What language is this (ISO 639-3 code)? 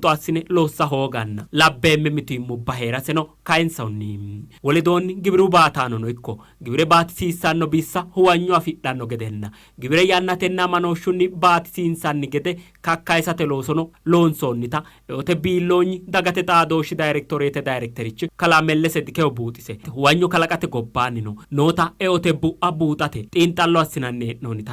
sid